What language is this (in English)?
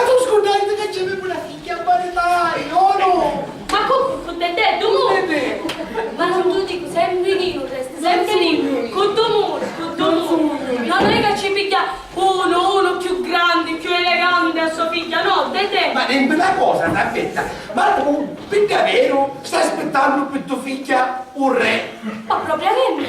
Sicilian